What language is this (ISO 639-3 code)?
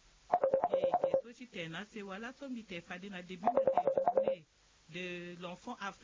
sag